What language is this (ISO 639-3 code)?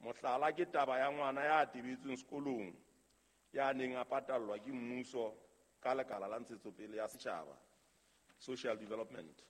sot